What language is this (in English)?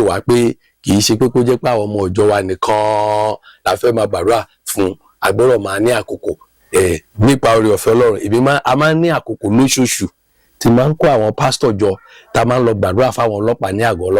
Yoruba